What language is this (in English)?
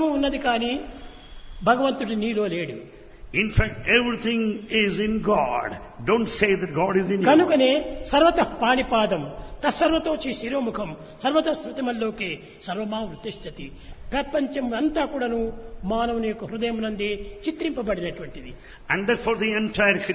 Telugu